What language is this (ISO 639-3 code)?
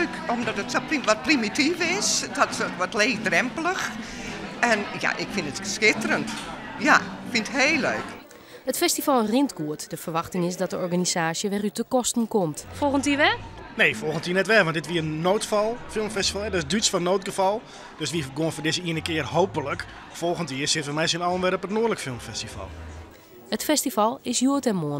fry